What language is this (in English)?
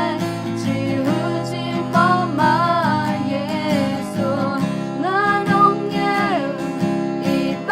Akha